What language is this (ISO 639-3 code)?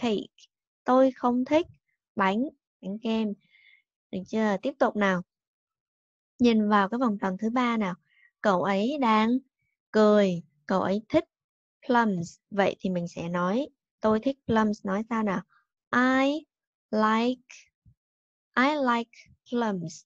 vie